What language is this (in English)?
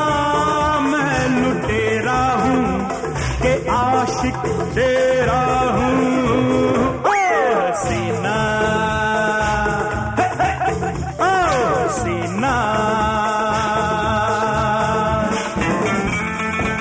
Hindi